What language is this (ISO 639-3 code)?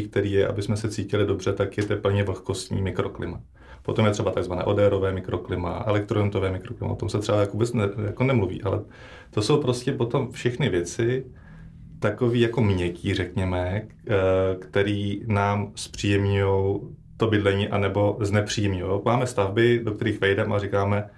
ces